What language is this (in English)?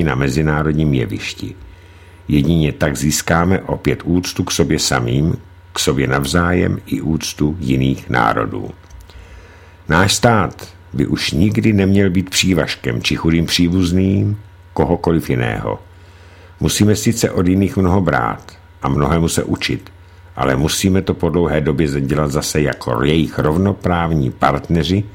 Czech